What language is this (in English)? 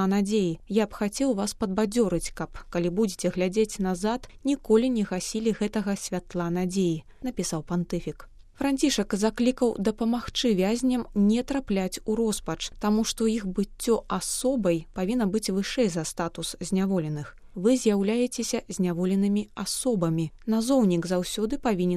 Belarusian